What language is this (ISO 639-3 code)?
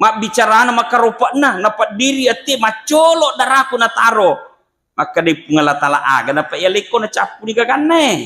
bug